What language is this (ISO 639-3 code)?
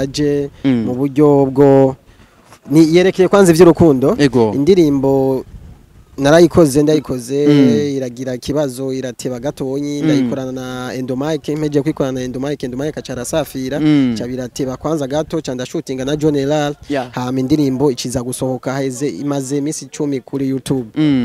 run